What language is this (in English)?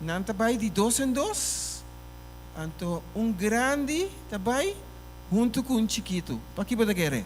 Papiamento